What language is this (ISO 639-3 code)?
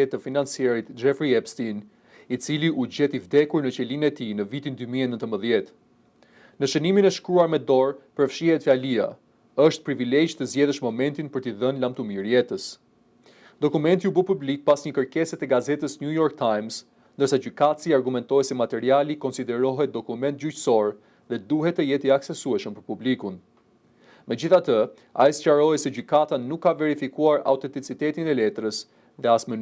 sqi